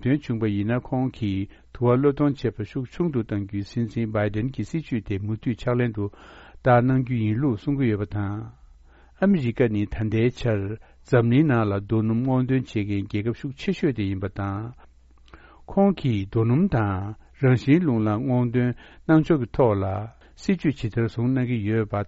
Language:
Tibetan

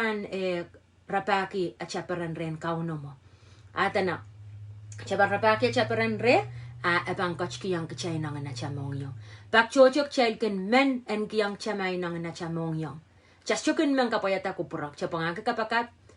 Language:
Pohnpeian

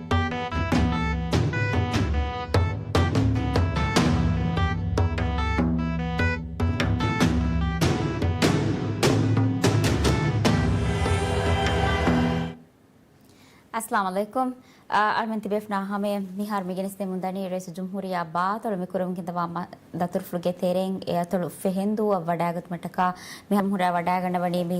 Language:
Divehi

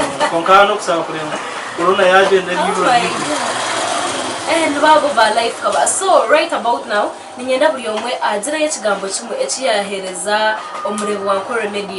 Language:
Nyankole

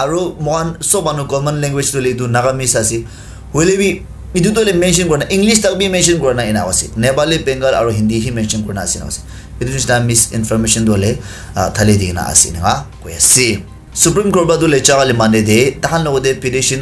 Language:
Naga Pidgin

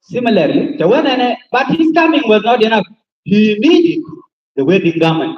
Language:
Nuer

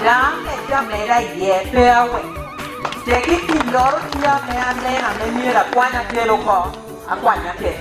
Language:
Lango (Uganda)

